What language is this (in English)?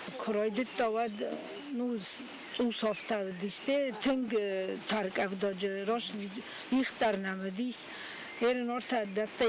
Ossetic